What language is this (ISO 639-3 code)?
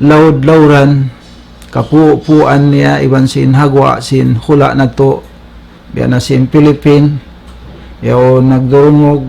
tsg